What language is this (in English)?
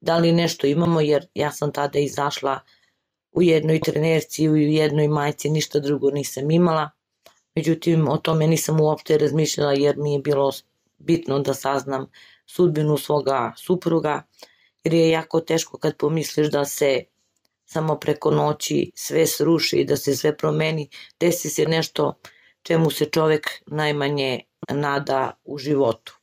Serbian